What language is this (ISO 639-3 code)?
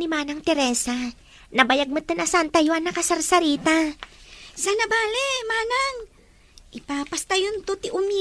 ilo